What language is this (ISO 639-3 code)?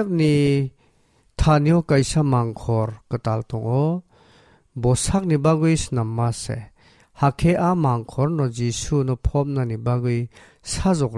trp